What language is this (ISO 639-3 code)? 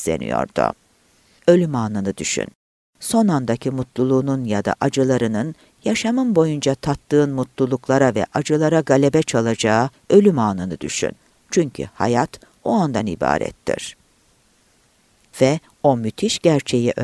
tur